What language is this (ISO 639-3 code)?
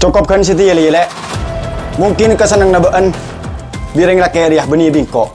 mad